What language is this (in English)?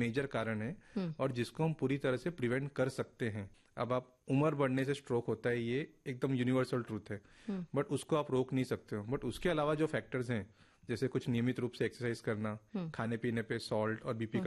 Hindi